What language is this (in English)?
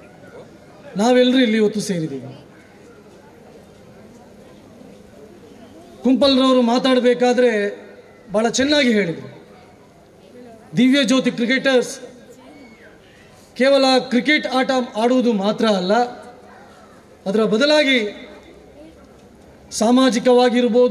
Kannada